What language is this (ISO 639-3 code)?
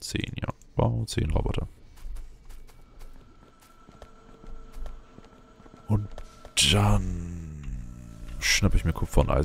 deu